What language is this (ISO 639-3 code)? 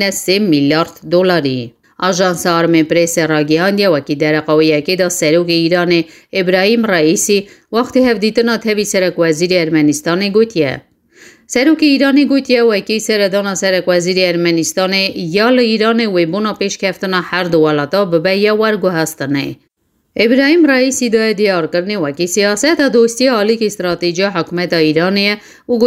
kur